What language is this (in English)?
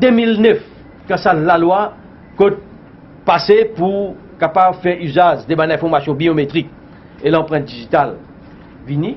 Morisyen